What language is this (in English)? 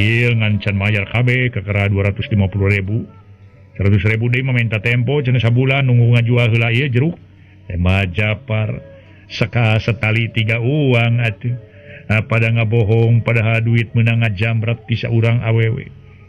Sundanese